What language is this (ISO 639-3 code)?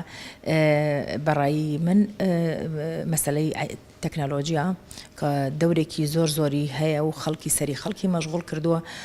ckb